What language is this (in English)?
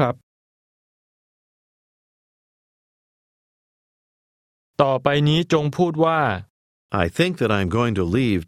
Thai